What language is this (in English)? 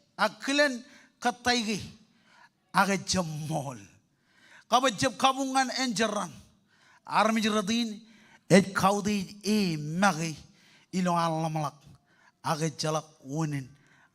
Marshallese